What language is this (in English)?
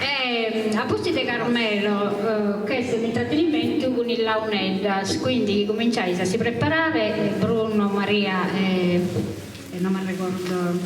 Sardinian